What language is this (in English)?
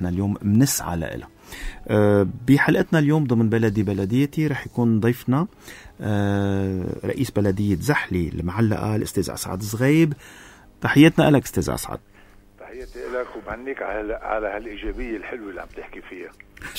North Levantine Arabic